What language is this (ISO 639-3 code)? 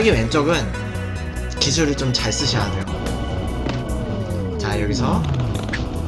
kor